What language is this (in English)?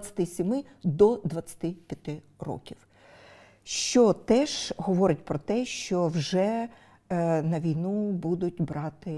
Ukrainian